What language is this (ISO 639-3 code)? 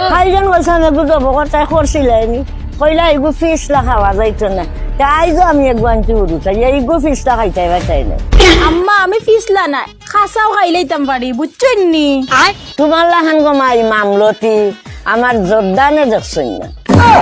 syl